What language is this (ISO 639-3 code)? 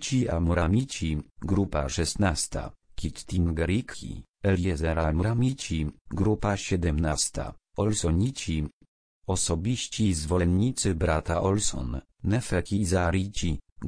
pol